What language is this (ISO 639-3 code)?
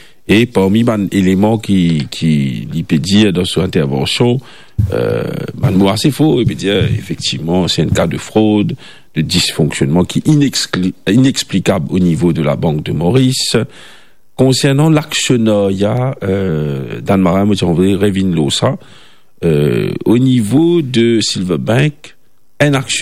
mfe